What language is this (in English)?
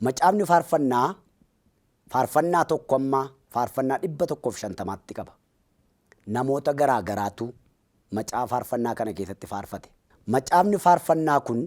Oromo